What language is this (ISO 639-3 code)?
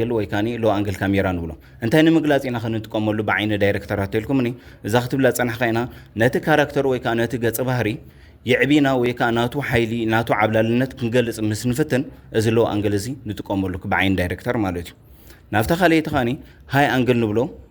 tir